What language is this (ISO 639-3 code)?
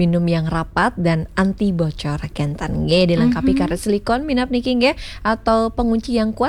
ban